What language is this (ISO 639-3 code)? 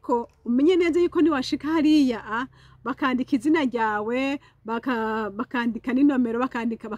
run